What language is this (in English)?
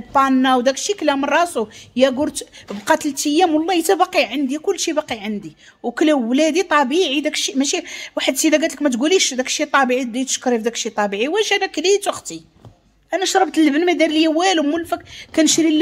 Moroccan Arabic